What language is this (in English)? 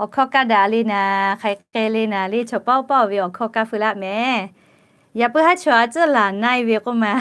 Lahu